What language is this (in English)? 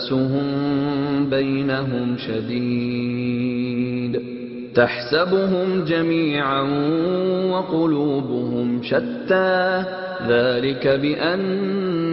Arabic